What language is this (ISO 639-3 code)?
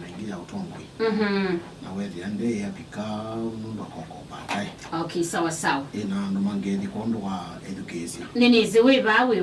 kam